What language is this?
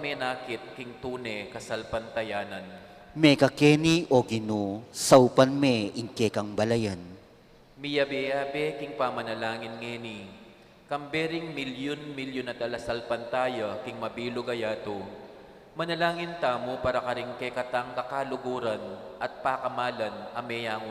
Pampanga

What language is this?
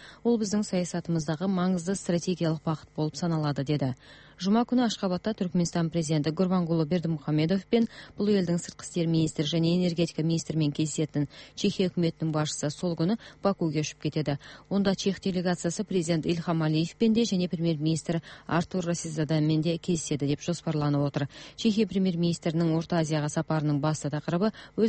Kazakh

